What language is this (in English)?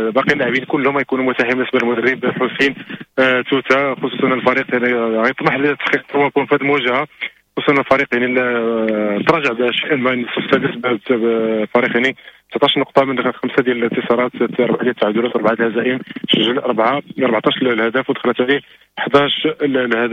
Moroccan Arabic